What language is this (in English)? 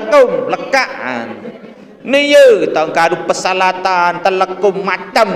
Sasak